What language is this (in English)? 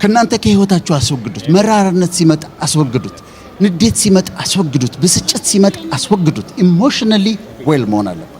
Amharic